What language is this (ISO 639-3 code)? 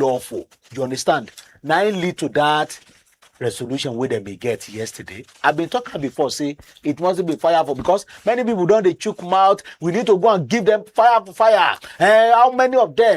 pcm